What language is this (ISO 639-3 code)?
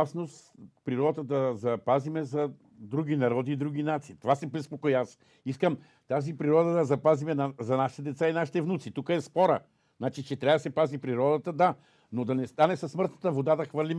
bul